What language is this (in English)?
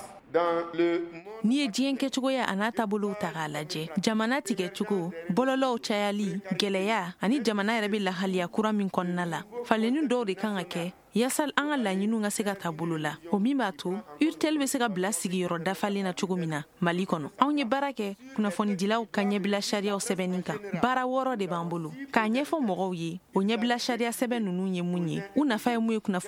Bambara